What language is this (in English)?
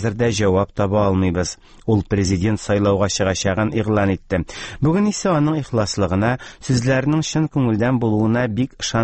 Tatar